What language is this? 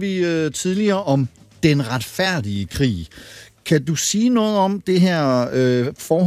Danish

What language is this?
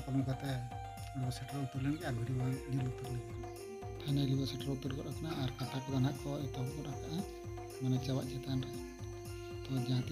Santali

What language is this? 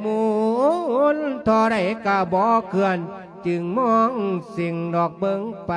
Lao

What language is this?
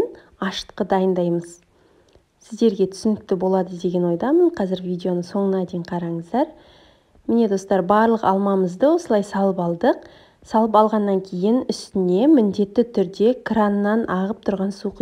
Kazakh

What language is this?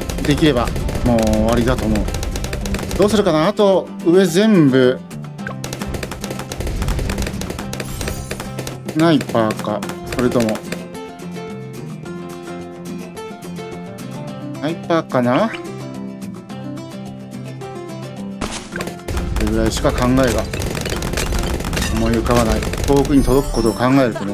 Japanese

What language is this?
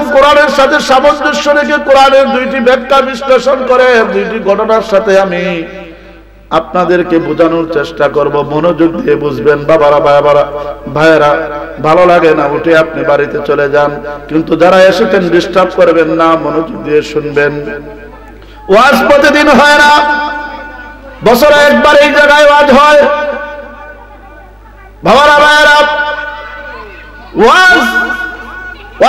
Bangla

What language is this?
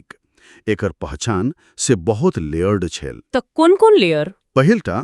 Maithili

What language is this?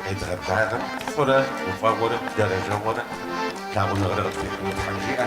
Kabardian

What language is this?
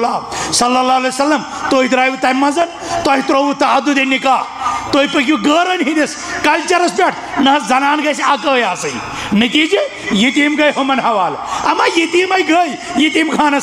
Kashmiri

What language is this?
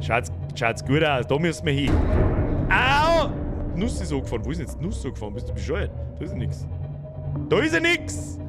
Bavarian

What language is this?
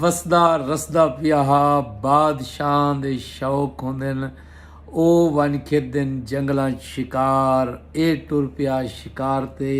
Saraiki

